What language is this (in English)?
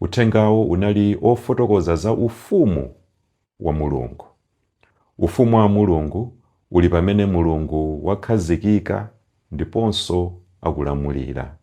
Nyanja